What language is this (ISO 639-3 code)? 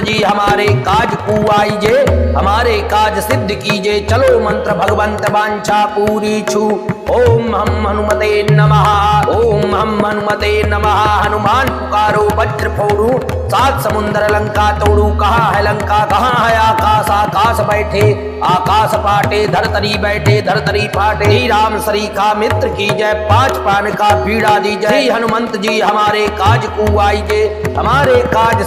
hin